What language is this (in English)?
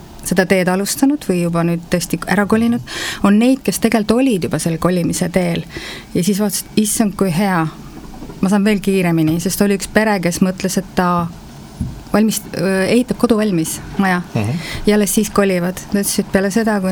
Estonian